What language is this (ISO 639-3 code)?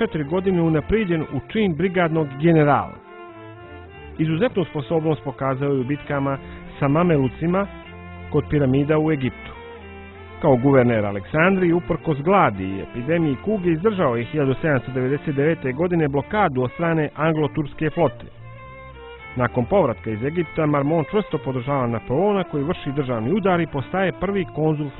bos